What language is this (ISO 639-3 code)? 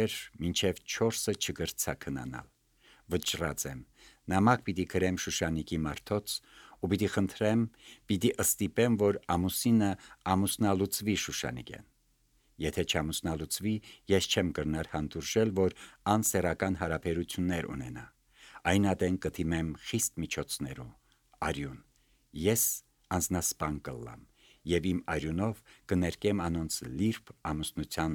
hye